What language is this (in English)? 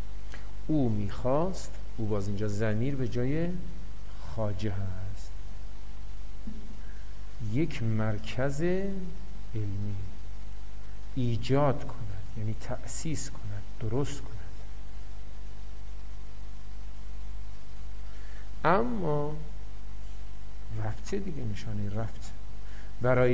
Persian